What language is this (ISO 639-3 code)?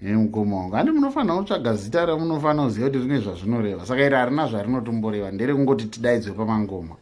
sna